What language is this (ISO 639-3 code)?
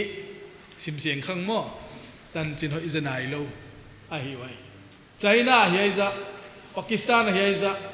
pck